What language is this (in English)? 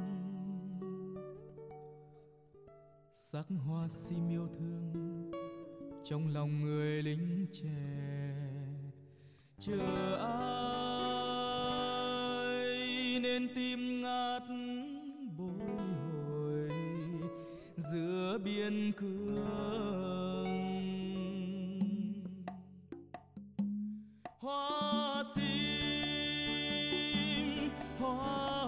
Vietnamese